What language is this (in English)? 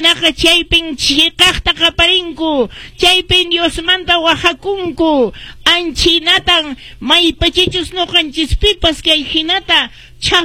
Quechua